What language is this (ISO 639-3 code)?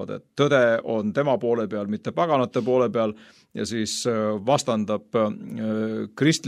est